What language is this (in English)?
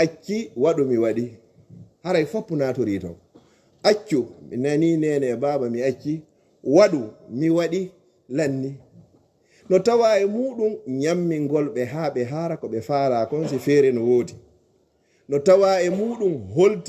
Fula